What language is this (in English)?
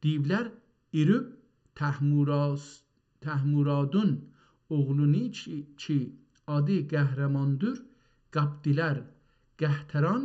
South Azerbaijani